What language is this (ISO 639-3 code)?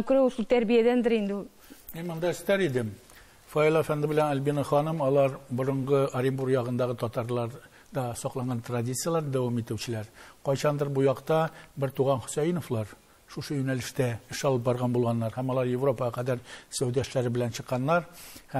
tat